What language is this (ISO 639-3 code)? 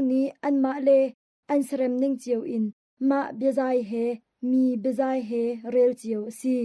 cnh